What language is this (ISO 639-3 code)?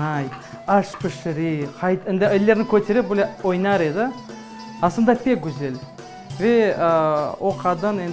crh